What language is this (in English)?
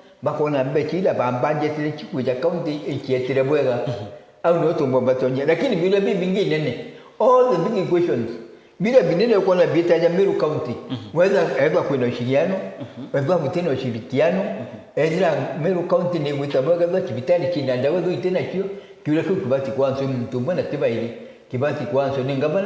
Meru